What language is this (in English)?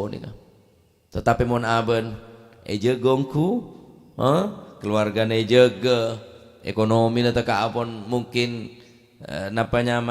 Madurese